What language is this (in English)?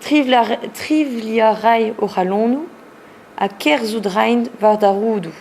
Breton